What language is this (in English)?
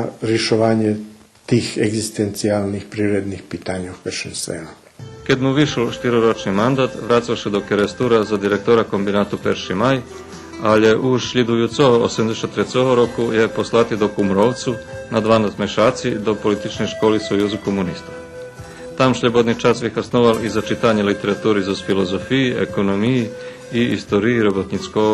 Rusyn